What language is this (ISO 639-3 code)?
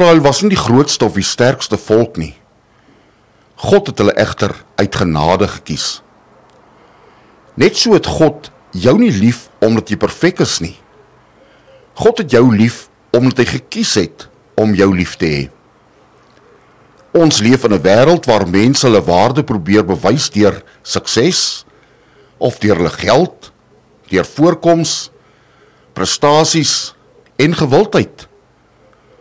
afr